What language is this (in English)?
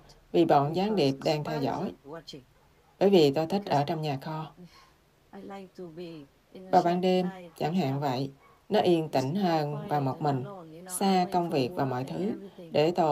Vietnamese